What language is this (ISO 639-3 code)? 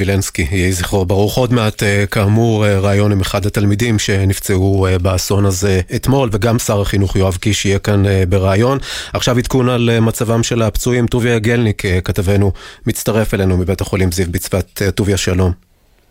heb